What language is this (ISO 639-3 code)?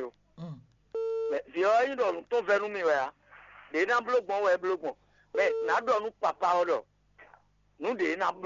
fon